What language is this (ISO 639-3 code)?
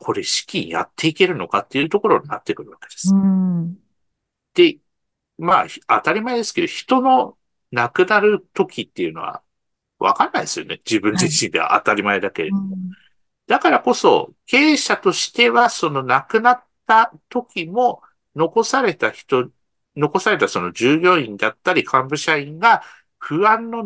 jpn